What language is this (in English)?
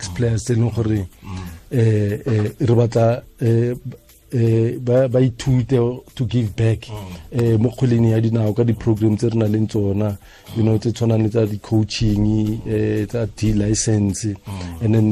Tswana